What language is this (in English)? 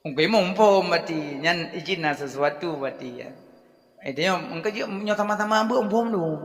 Achinese